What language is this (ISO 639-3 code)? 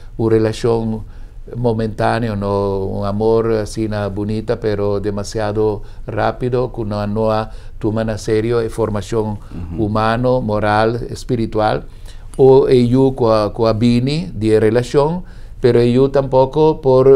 pap